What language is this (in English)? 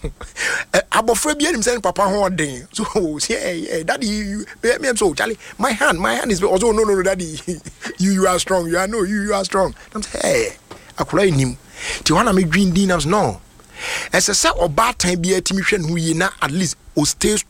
Akan